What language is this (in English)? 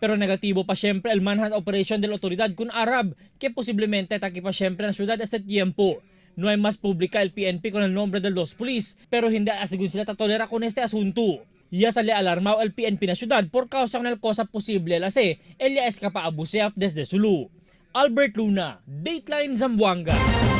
Chavacano